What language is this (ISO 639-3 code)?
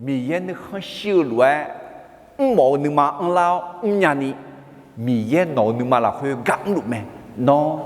ahk